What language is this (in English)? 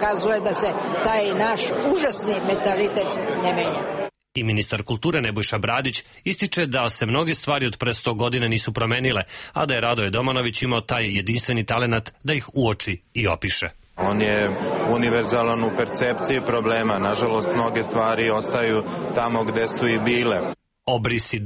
Serbian